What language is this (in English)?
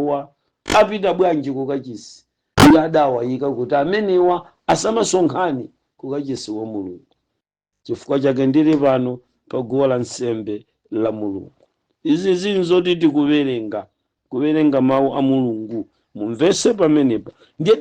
Nyanja